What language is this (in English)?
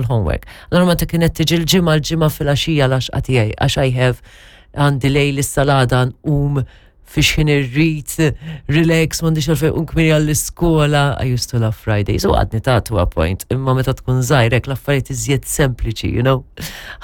Maltese